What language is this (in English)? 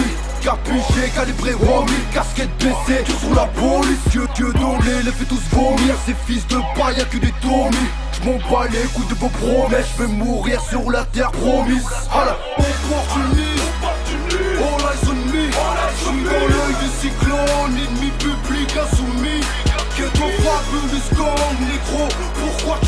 French